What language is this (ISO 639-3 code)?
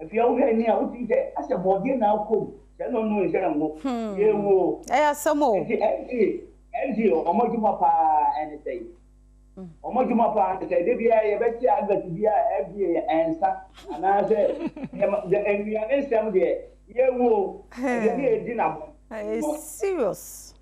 aka